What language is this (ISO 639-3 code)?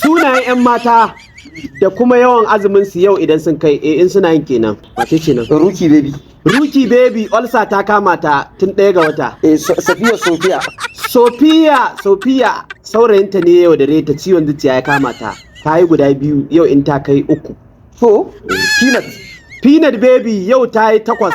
hau